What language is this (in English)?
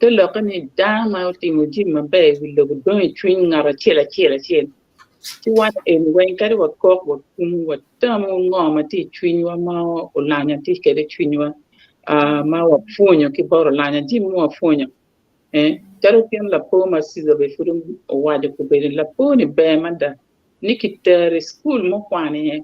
Acoli